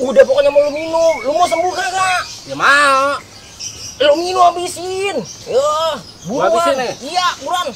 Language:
Betawi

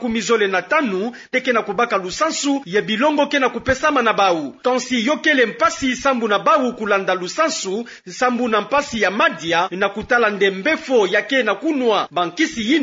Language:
Kituba (Democratic Republic of Congo)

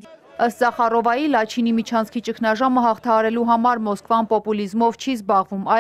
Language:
Armenian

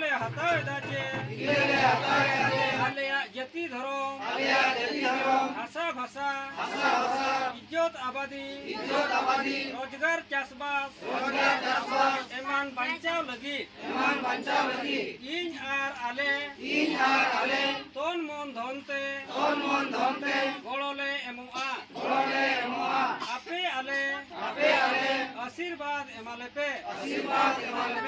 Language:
Santali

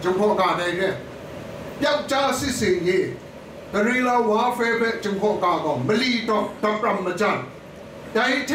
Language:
Kachin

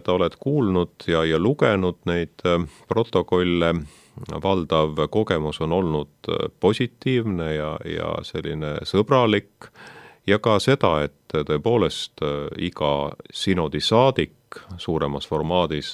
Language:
Estonian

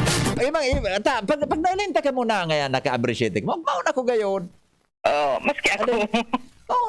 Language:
Bikol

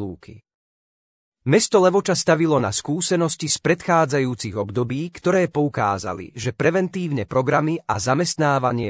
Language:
Slovak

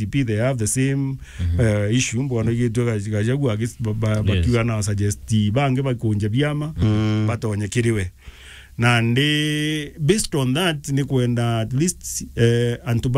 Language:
Meru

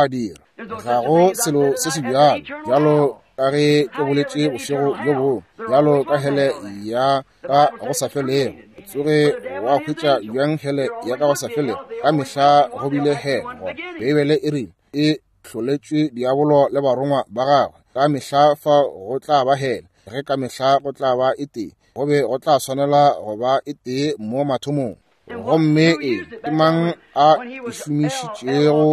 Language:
Northern Sotho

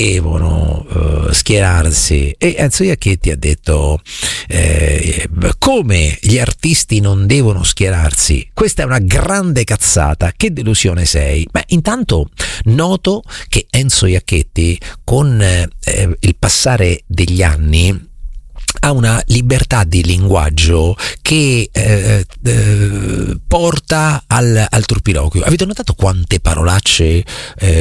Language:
Italian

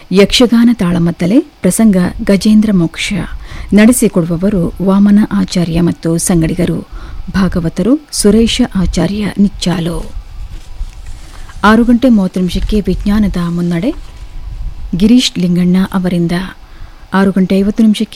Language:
Kannada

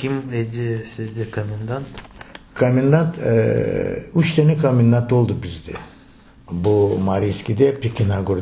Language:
Crimean Tatar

